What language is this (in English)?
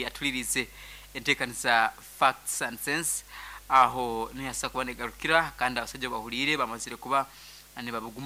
Nyankole